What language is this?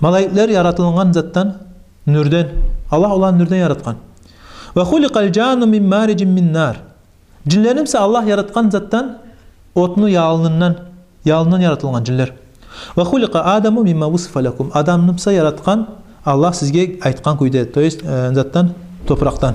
Kumyk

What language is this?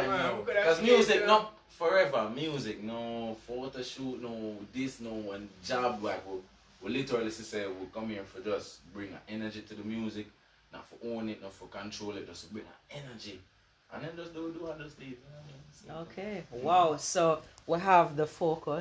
Jamaican Creole English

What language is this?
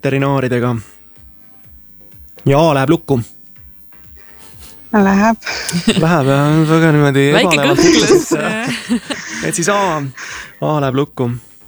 Estonian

